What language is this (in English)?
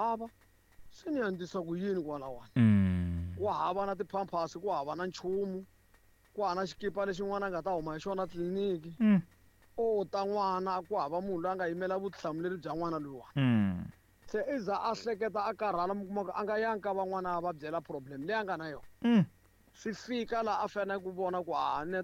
Tsonga